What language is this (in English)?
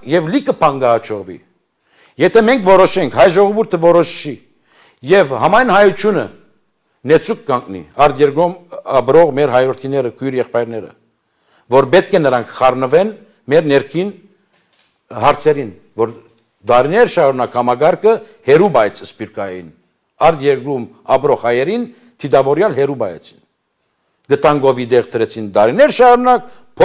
Armenian